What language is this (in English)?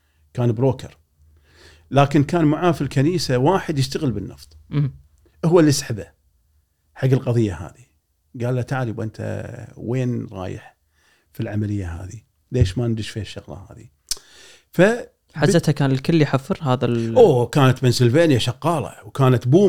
Gulf Arabic